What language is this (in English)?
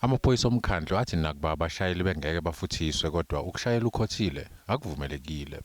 Zulu